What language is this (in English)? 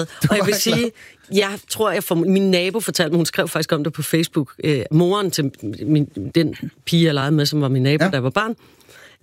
Danish